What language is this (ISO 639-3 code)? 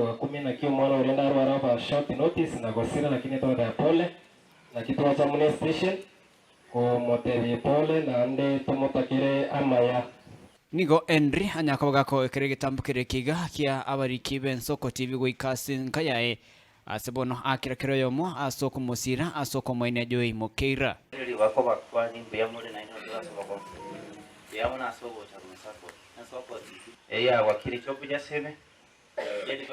guz